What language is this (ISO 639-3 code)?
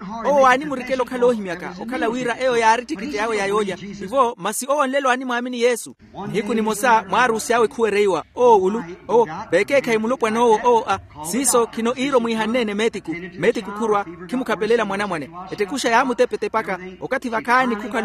vmw